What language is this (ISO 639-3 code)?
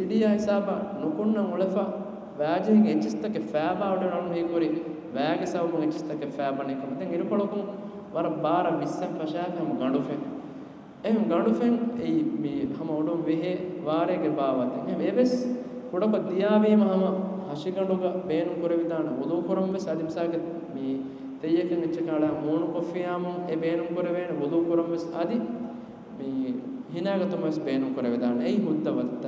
div